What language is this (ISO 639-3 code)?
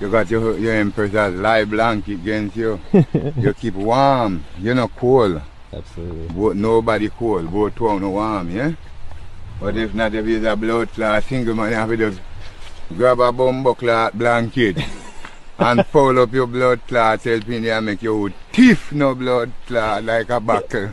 jam